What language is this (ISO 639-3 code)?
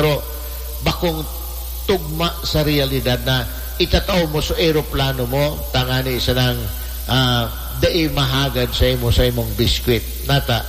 bik